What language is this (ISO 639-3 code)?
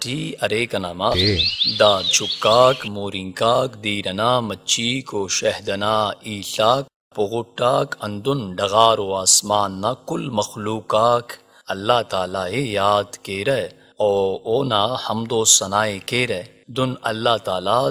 brh